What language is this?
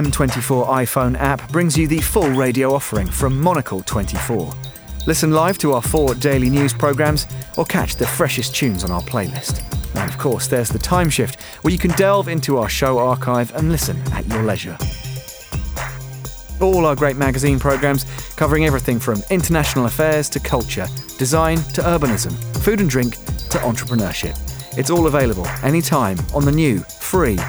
English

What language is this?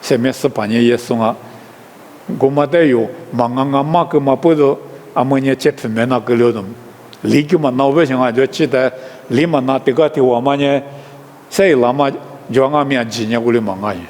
Lisu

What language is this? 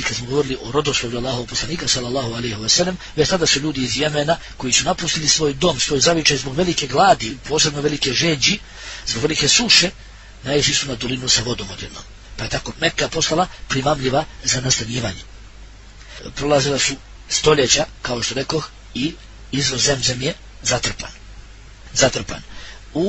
Bosnian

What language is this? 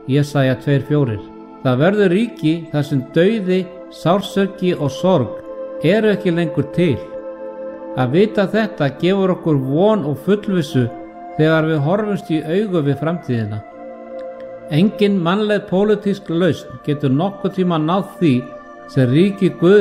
Icelandic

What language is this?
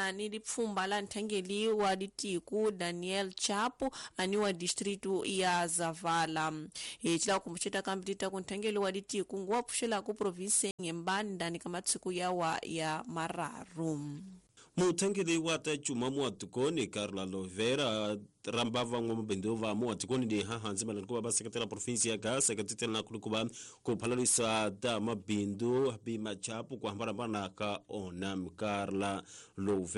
Tsonga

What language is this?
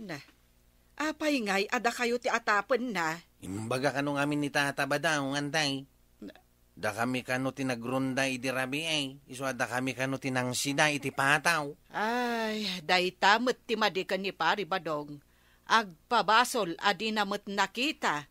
Iloko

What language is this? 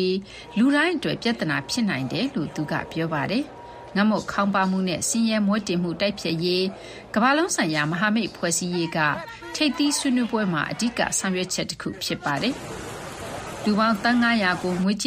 Burmese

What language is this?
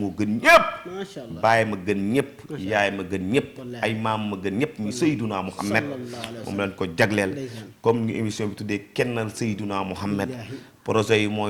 Wolof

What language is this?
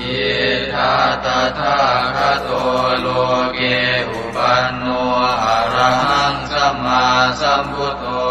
Pali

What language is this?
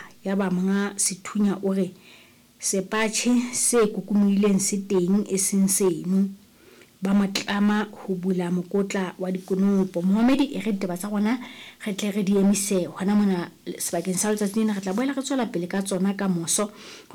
Southern Sotho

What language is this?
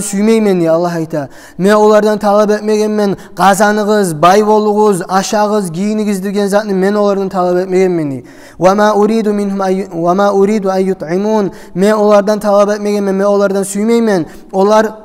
Kumyk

